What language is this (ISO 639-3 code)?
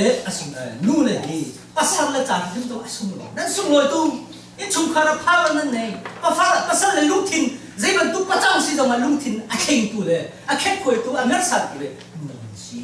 cnh